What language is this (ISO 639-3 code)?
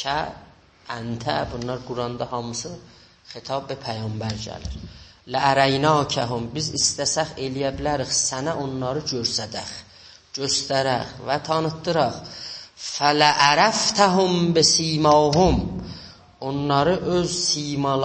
azb